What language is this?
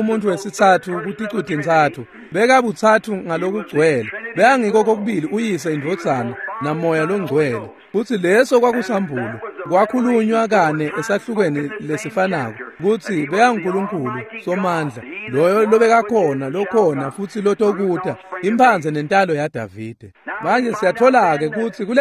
Swati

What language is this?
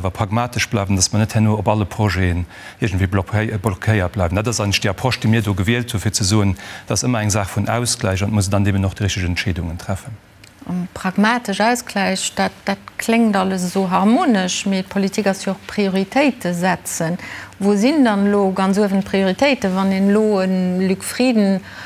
Luxembourgish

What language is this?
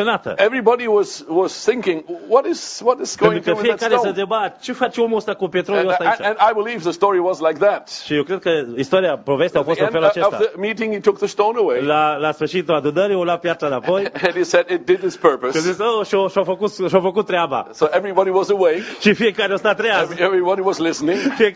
Romanian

